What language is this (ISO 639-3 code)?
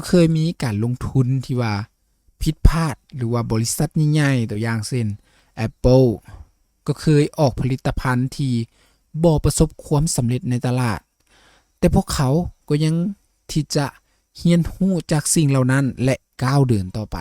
lao